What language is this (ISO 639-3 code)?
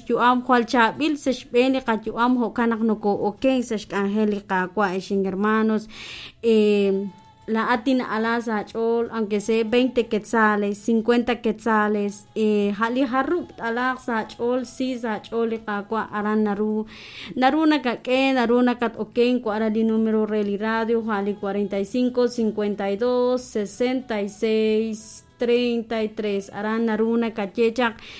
kek